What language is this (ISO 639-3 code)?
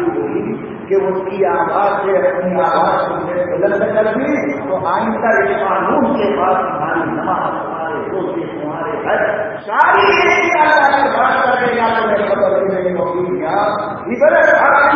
urd